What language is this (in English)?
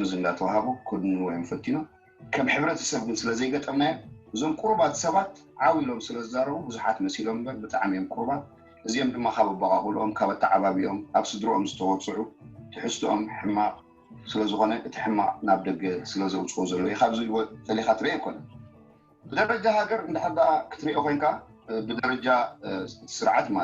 Tigrinya